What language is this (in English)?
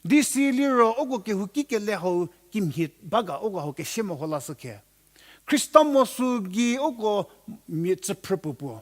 Angami Naga